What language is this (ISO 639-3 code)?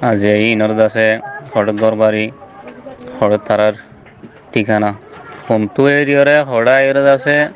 rhg